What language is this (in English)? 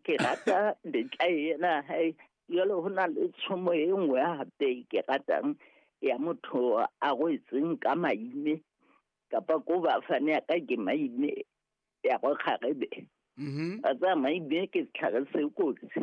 Southern Sotho